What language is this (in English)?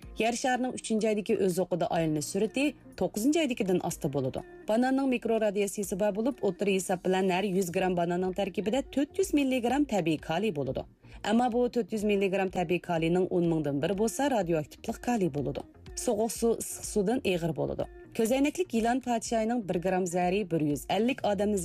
Uyghur